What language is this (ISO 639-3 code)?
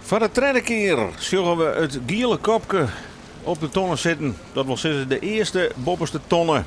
fry